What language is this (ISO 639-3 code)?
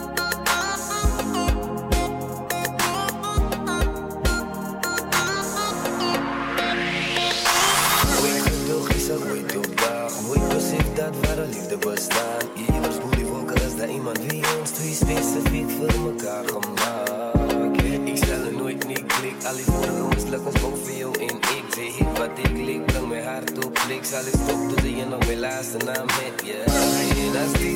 afr